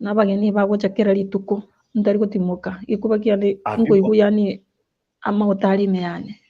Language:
Gusii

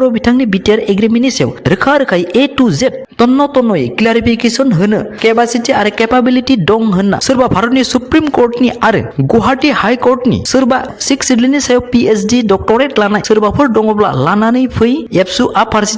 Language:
Bodo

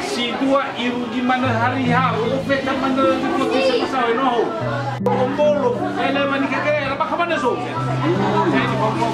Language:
Nias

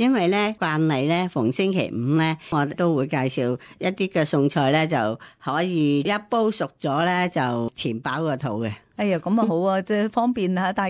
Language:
Cantonese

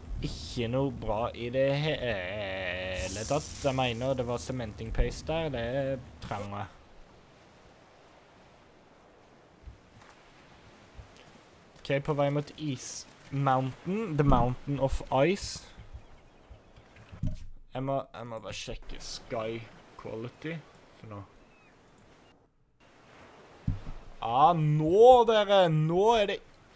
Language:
Norwegian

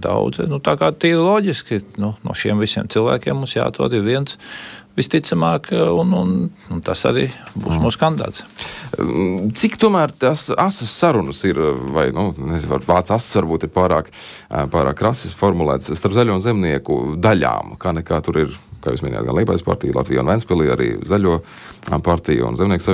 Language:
Latvian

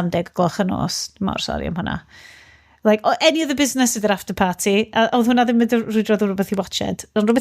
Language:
Welsh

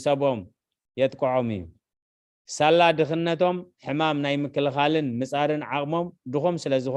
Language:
Tigrinya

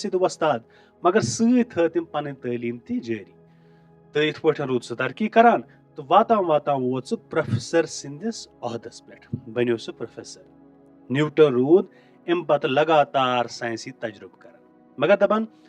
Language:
Kashmiri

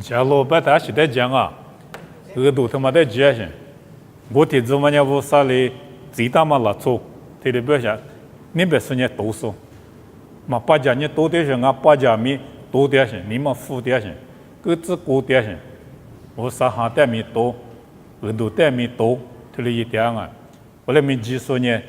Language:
Lisu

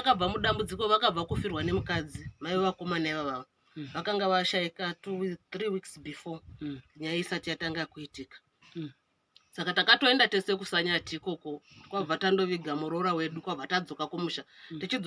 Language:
Shona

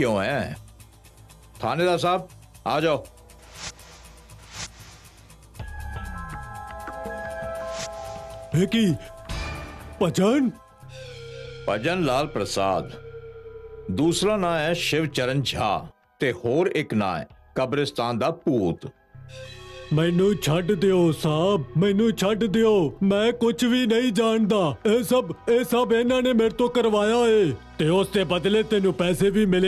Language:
Punjabi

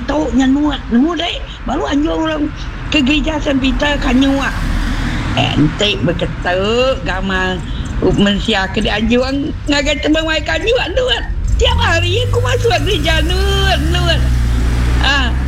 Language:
Iban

